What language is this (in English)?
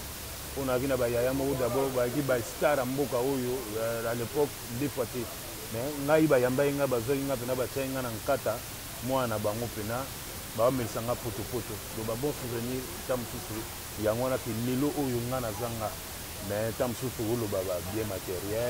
Lingala